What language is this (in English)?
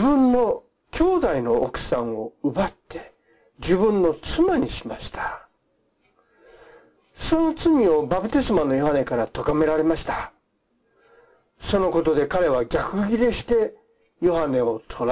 Japanese